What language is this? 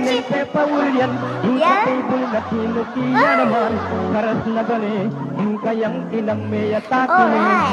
Pampanga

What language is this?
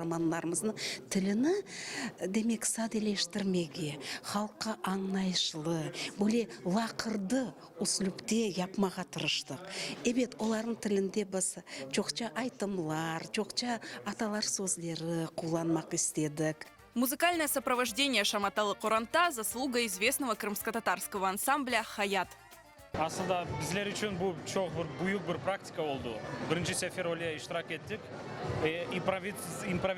Crimean Tatar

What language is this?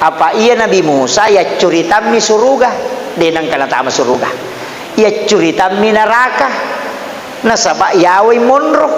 Buginese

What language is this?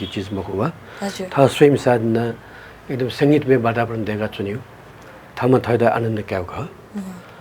Newari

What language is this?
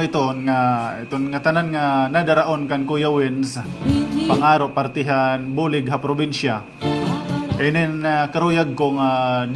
Waray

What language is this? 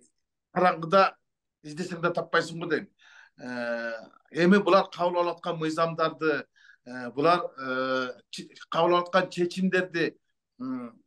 Kyrgyz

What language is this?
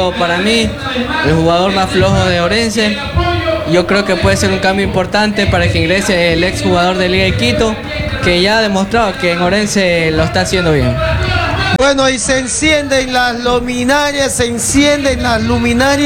Spanish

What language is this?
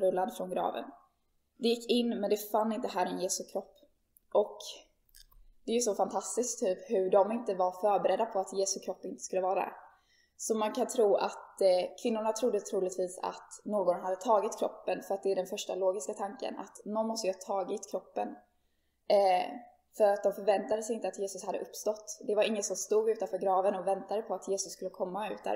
Swedish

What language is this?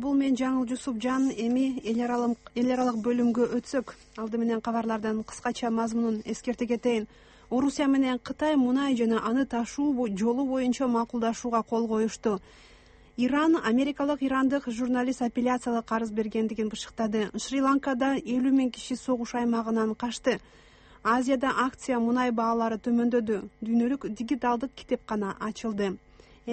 Kyrgyz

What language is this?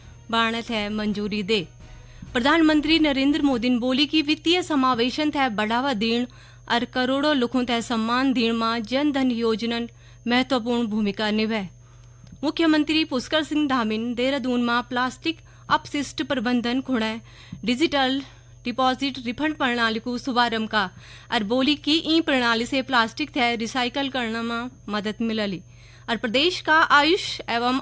Garhwali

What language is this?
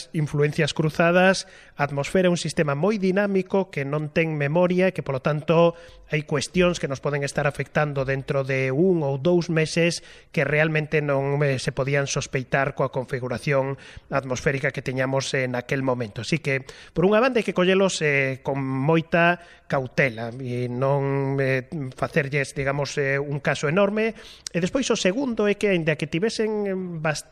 Galician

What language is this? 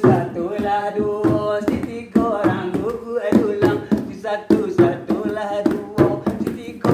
Minangkabau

